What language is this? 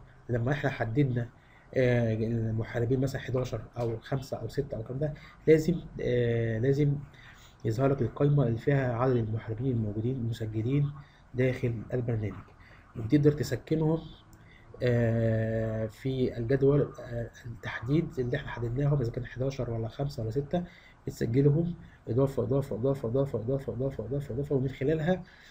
Egyptian Arabic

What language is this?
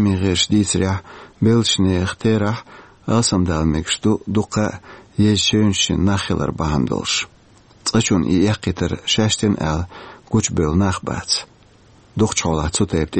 Chechen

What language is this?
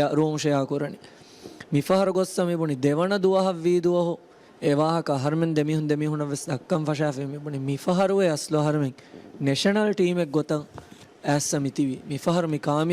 Divehi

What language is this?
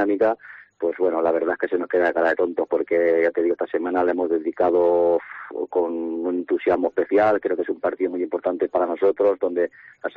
Spanish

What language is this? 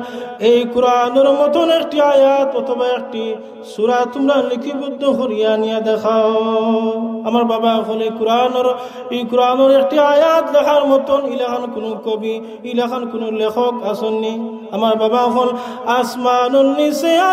Sylheti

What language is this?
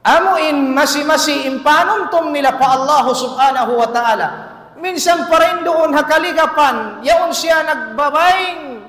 Tausug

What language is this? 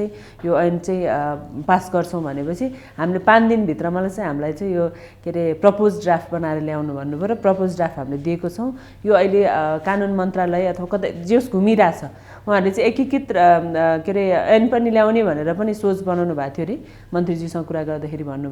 Nepali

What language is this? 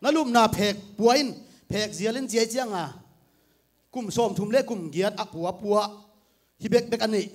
Tedim Chin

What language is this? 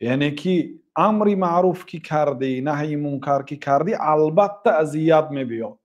Tajik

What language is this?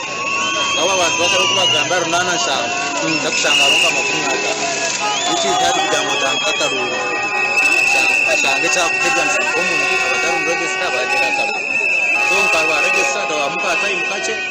Nyankole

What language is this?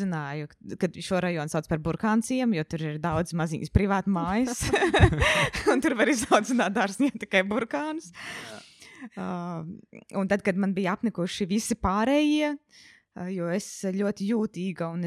Latvian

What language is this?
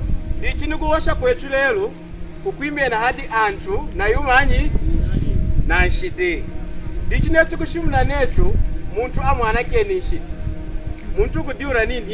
Lunda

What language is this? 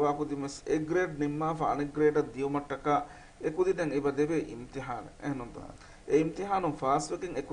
Divehi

